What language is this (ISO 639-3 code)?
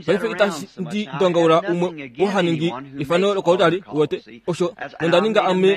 kua